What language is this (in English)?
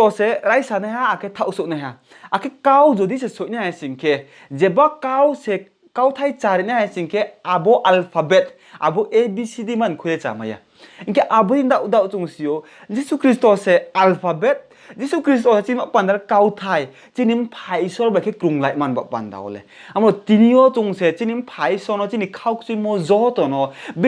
Riang (India)